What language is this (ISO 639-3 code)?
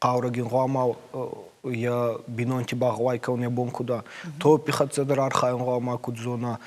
oss